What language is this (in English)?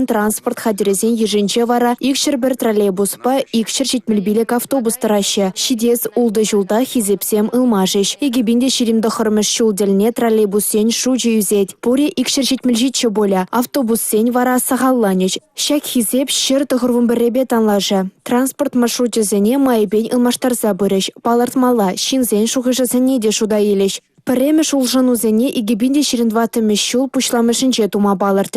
Chuvash